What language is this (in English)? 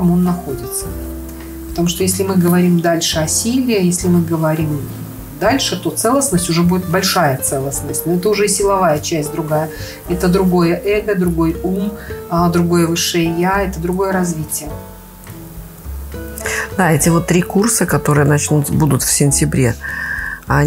Russian